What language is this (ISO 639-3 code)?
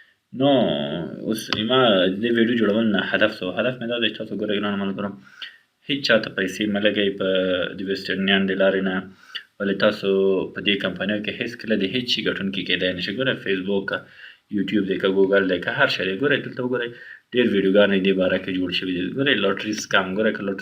pus